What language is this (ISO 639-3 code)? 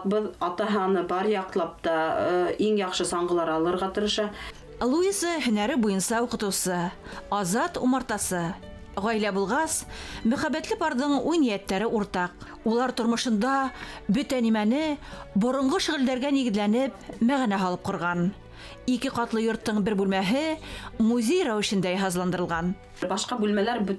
bak